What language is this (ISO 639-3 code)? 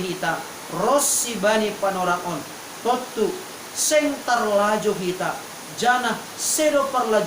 bts